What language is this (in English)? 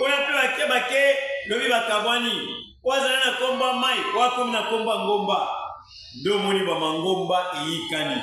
Lingala